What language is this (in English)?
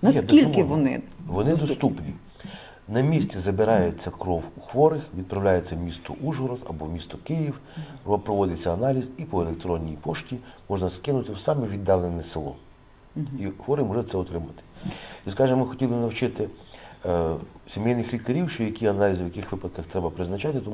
Ukrainian